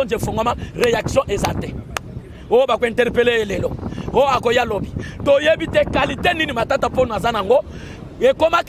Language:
Lingala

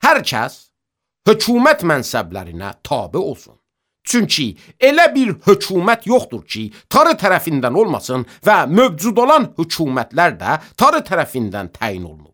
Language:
Azerbaijani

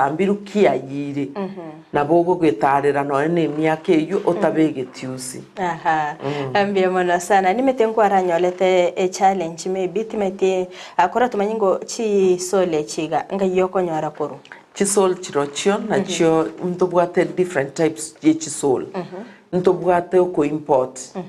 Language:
Gusii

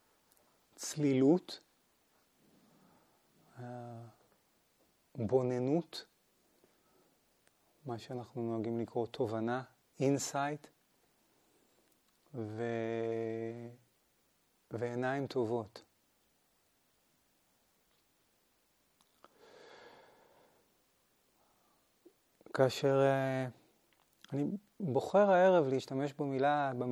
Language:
Hebrew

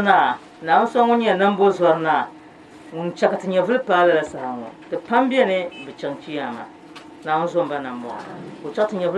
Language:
Dagbani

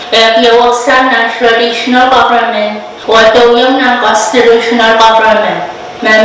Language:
Pohnpeian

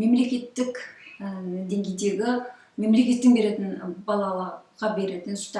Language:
Kazakh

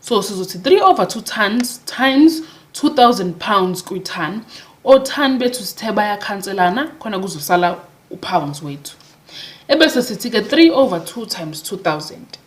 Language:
Zulu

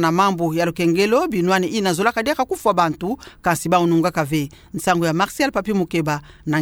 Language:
Kituba (Democratic Republic of Congo)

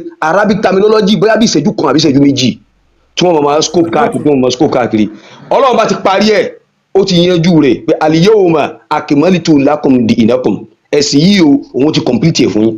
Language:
Yoruba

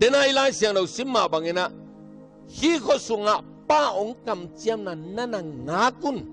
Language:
Tedim Chin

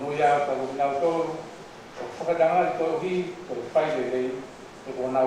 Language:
Tongan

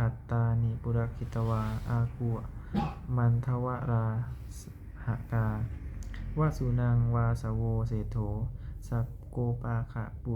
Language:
Pali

